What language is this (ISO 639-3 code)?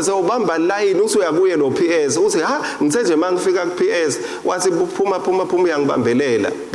ssw